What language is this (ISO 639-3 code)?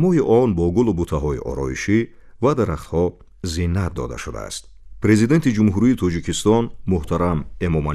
tgk